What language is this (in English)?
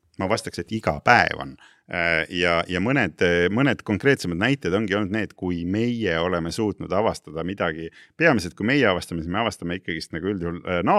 Estonian